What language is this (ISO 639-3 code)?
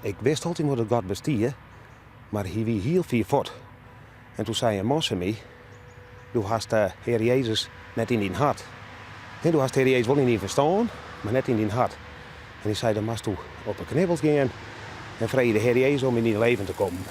fry